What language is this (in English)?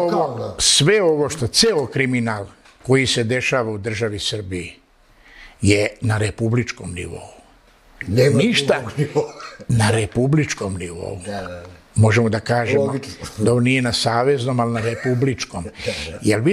Serbian